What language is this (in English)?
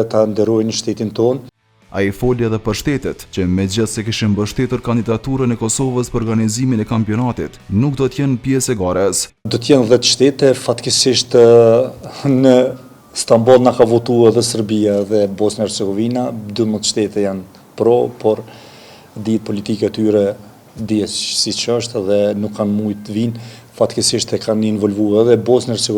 Albanian